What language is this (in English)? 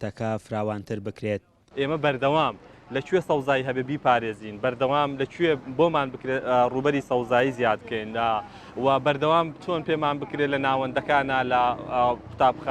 Central Kurdish